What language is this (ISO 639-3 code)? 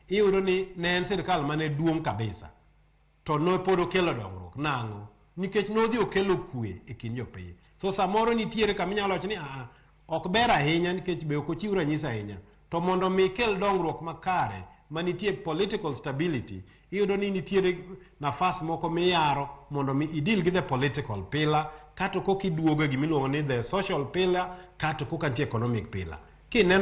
luo